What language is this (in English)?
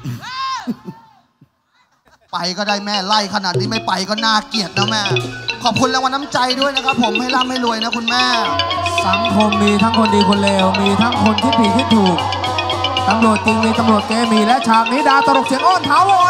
Thai